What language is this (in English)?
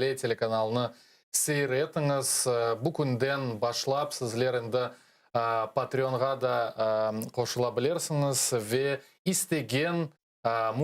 Crimean Tatar